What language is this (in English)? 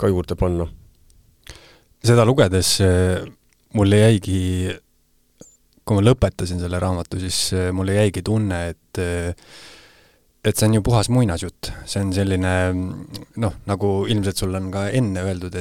Estonian